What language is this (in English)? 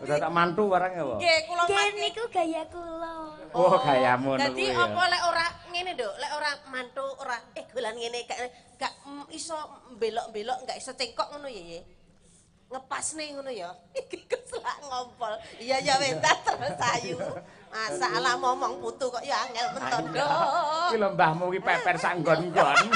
Javanese